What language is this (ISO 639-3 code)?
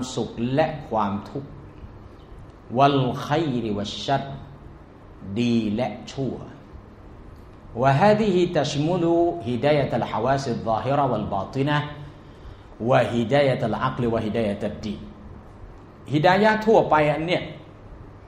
tha